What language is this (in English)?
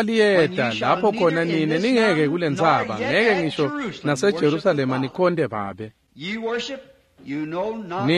Swati